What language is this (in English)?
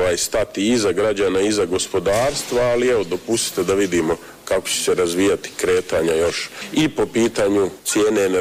Croatian